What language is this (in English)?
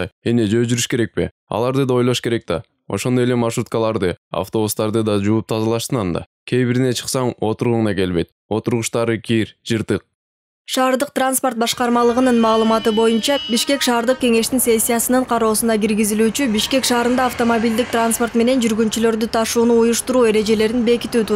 Kyrgyz